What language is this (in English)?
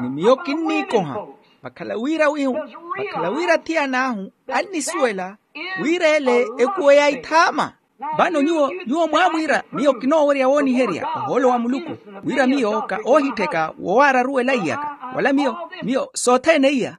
Makhuwa